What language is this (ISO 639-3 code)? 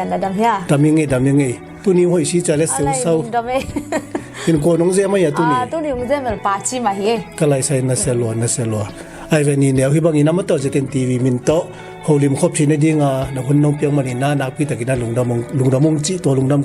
ctd